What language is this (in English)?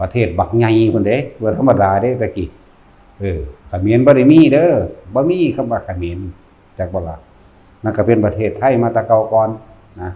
Lao